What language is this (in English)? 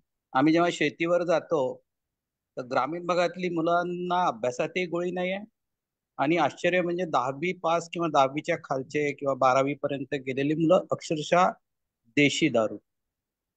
Marathi